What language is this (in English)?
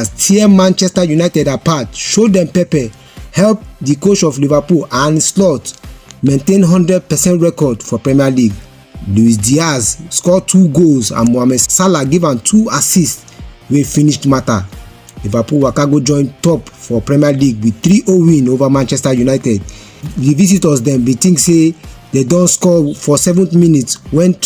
Nigerian Pidgin